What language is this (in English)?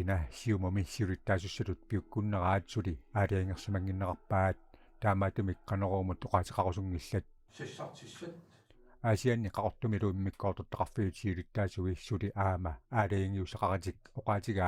Kalaallisut